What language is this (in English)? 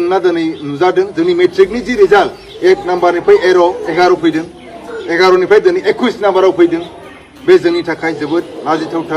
Bodo